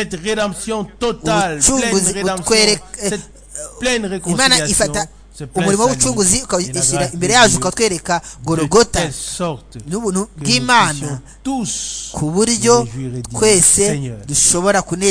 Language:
Kinyarwanda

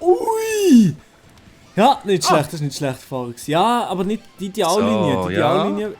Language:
Swiss German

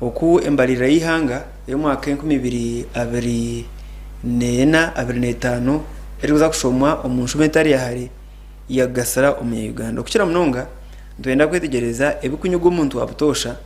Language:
Nyankole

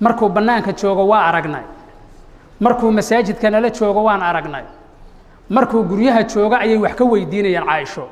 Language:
Somali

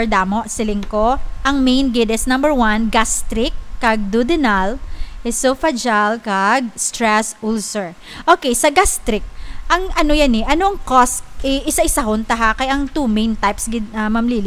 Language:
Hiligaynon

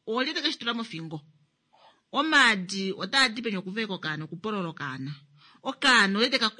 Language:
Kuanyama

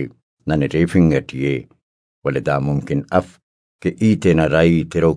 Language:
Brahui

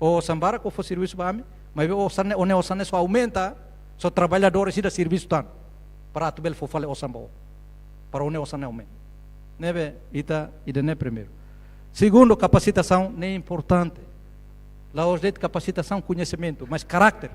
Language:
Tetum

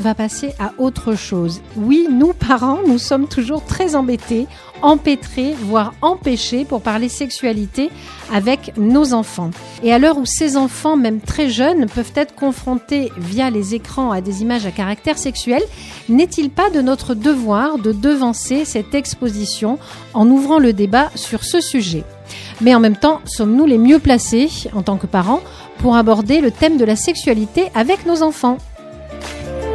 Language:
French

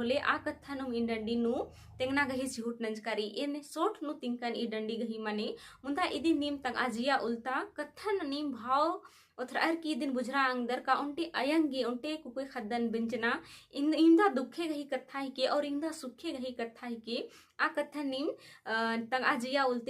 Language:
Kurukh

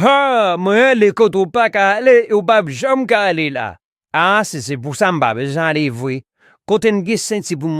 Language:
Haitian Creole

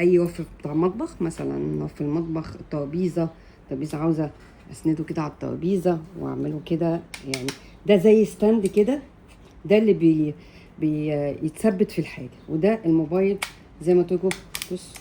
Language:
Egyptian Arabic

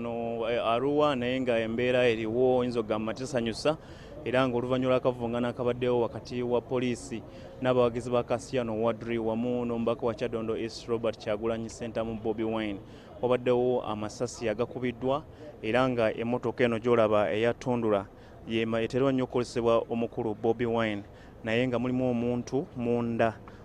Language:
Ganda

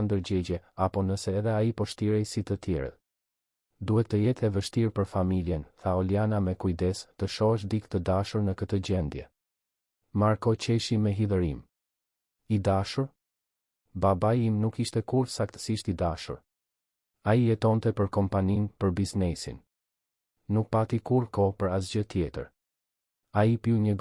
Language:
Albanian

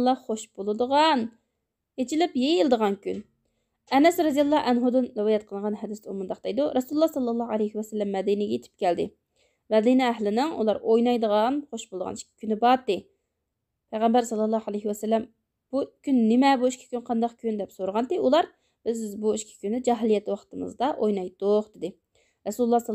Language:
Uyghur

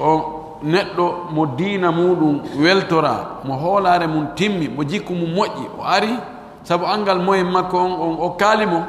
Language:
Pular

